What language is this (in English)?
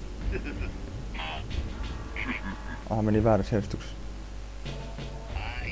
Finnish